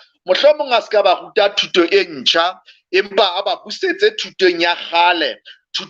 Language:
Southern Sotho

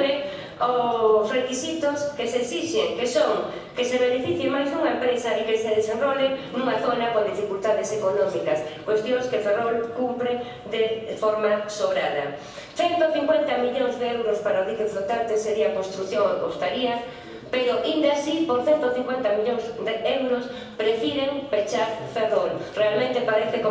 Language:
Galician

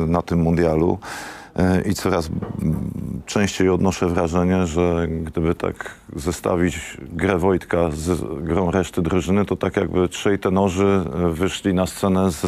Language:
Polish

